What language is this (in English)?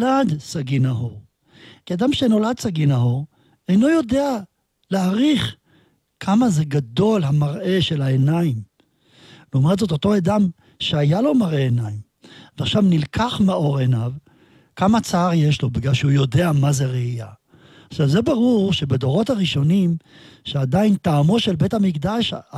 Hebrew